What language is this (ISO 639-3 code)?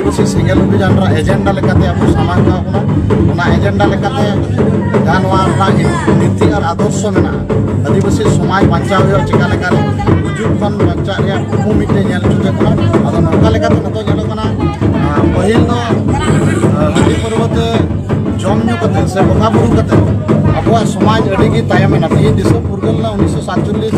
sat